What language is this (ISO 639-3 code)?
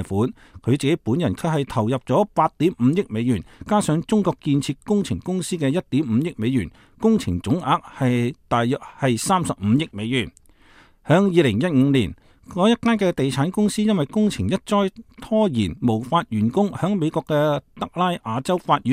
yue